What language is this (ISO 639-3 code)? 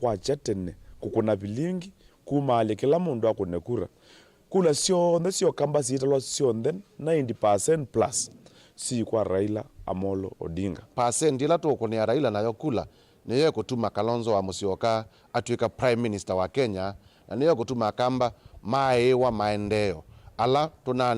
kam